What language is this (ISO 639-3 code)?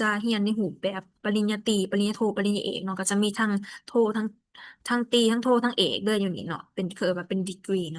lao